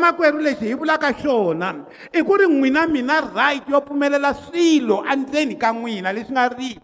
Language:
Tsonga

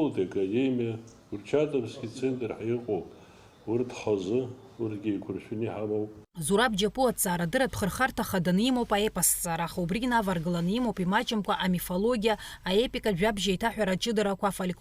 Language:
Abkhazian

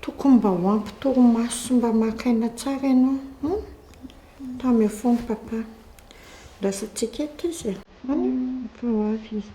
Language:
Malagasy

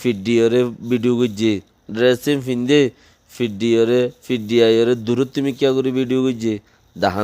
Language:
Rohingya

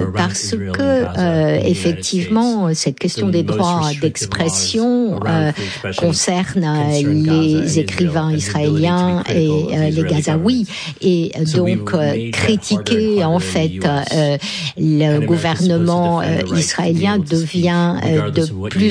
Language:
French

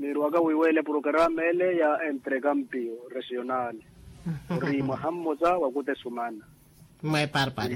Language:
Makhuwa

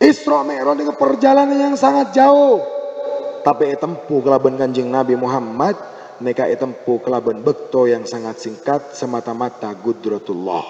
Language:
Madurese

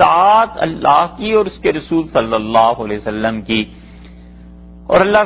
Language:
Urdu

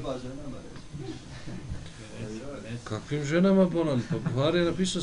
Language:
Bosnian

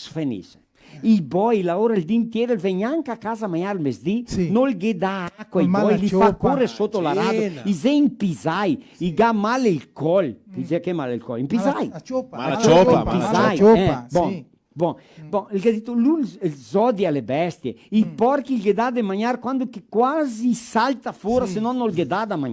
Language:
Venetian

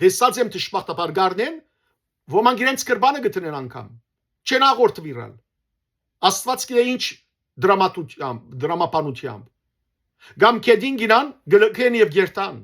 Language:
Western Armenian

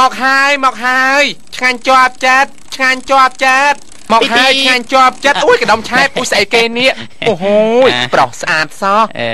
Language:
Khmer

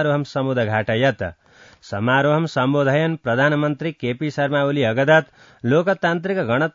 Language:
Sanskrit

